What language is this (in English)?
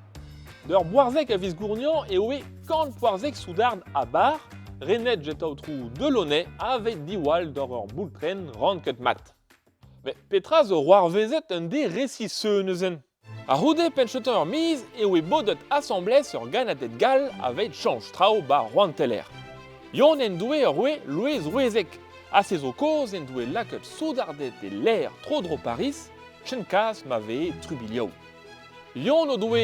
Breton